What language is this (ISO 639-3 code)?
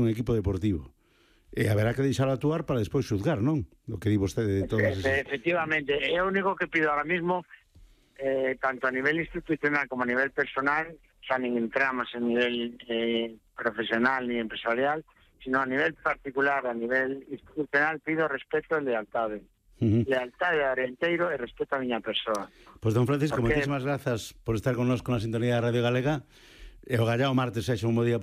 glg